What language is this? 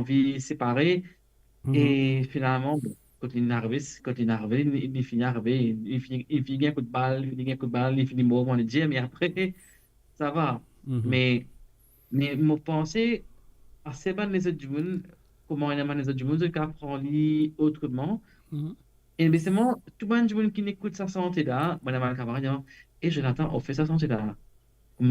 Morisyen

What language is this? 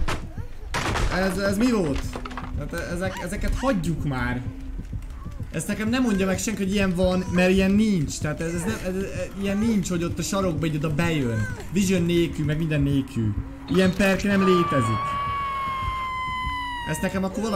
Hungarian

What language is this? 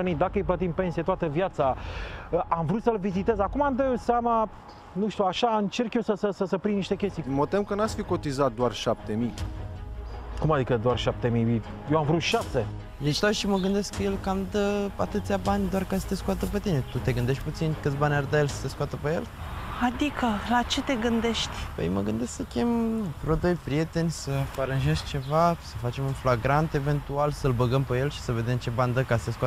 Romanian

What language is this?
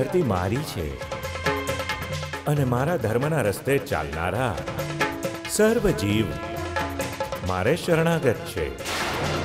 Gujarati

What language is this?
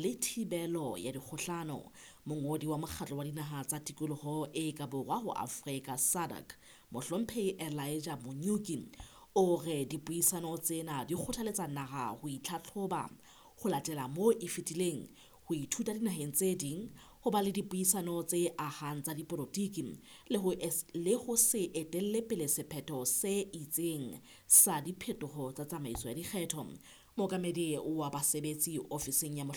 Southern Sotho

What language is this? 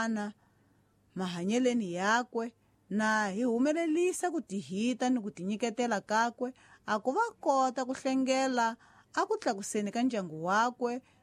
Tsonga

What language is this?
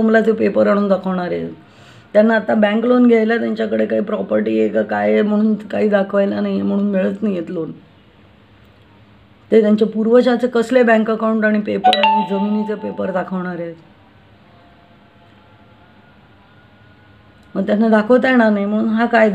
Marathi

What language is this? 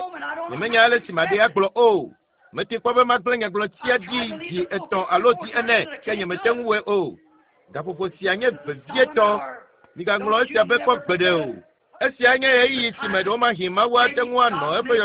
Ewe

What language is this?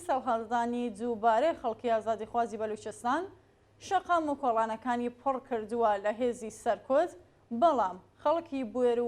Central Kurdish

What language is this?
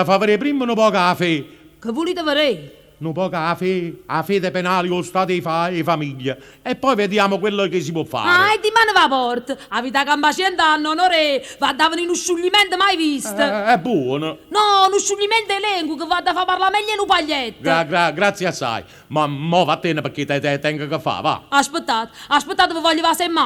Neapolitan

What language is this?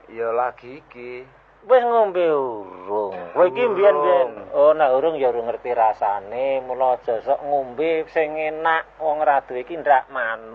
Javanese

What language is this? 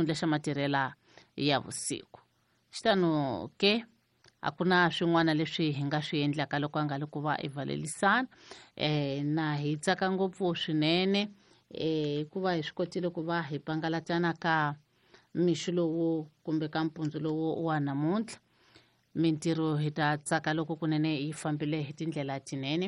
Tsonga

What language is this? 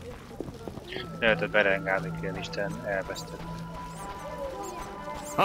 Hungarian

